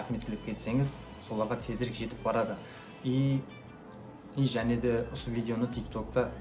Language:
Kara-Kalpak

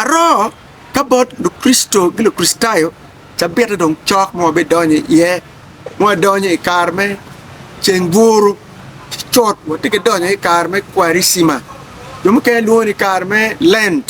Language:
Acoli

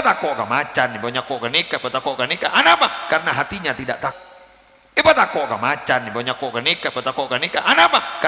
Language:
Madurese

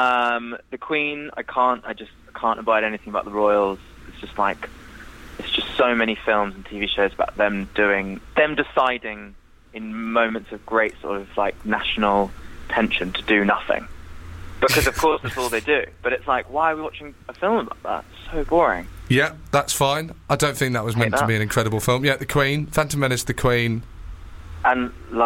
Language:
English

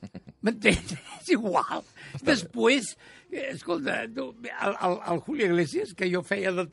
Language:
Catalan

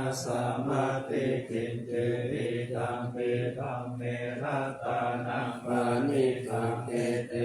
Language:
Pali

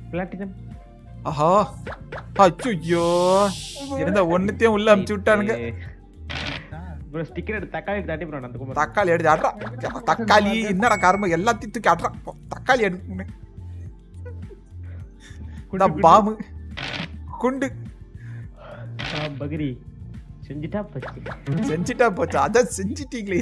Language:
Tamil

